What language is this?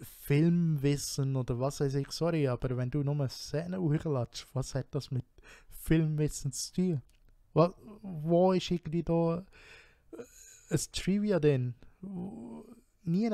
Swiss German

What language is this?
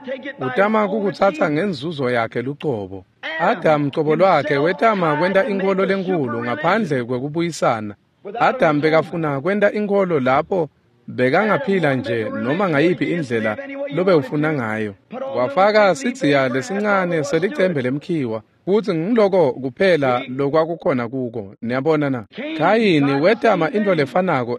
Swati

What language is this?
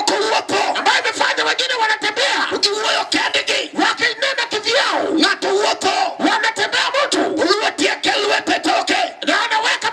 Luo (Kenya and Tanzania)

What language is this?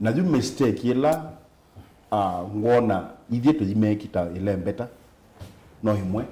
Kamba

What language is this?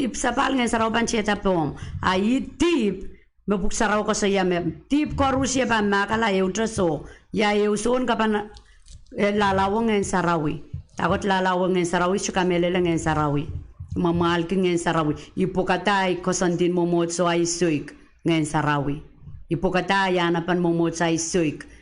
Pohnpeian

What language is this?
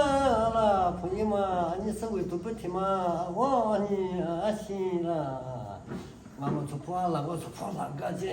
Lahu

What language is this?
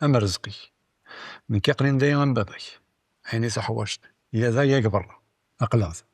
Kabyle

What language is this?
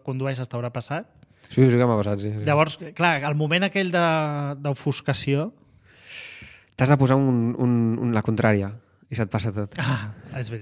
Catalan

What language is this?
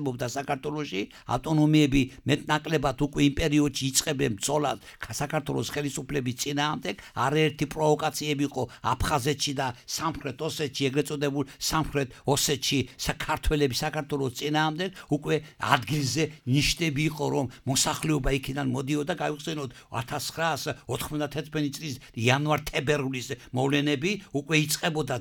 Georgian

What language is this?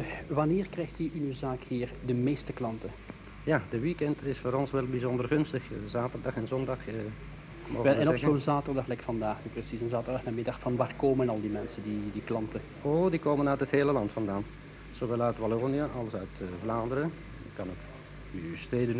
Dutch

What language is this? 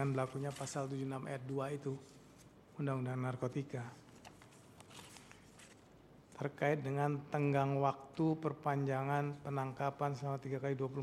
Indonesian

